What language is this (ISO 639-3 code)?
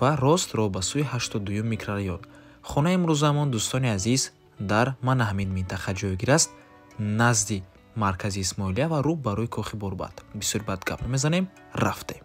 tgk